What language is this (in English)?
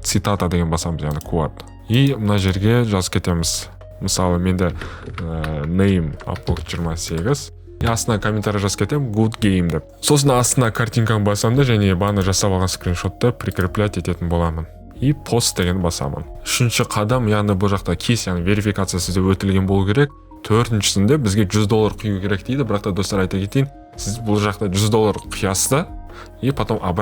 Kazakh